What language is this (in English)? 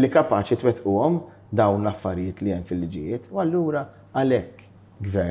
Maltese